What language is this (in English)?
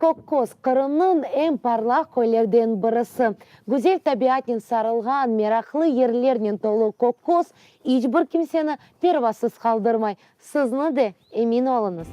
Crimean Tatar